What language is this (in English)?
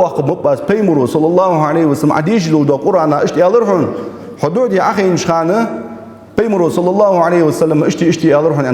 Ingush